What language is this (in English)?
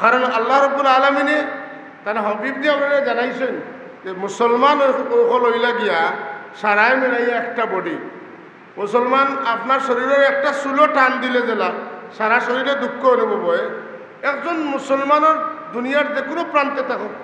Sylheti